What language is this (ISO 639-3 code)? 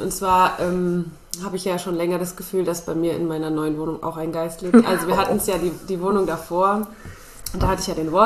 deu